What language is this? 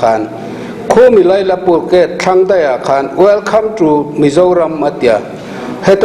Mizo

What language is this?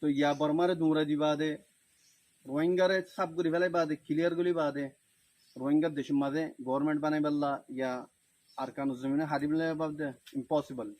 Rohingya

